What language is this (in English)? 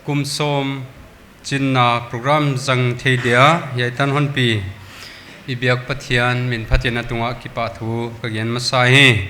Paite Chin